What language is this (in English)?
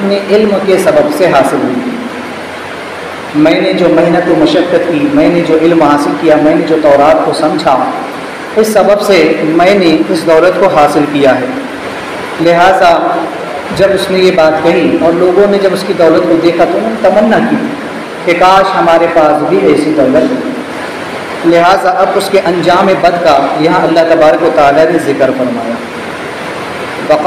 Urdu